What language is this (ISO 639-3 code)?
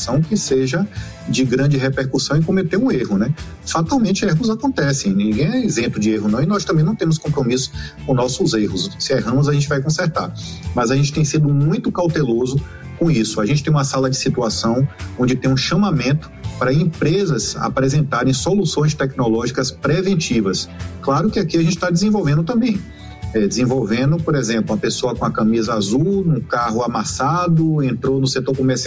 por